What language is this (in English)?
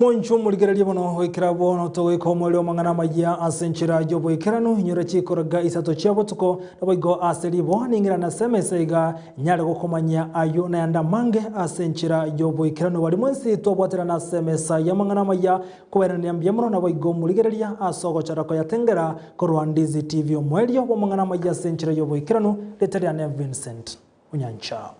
Gusii